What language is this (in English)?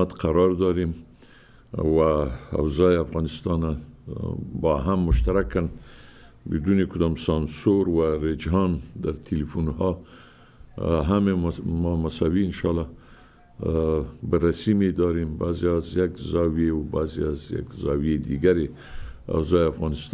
Persian